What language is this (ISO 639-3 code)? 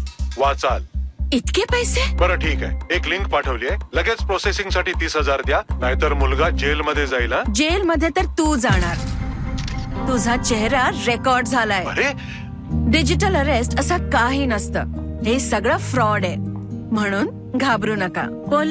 mar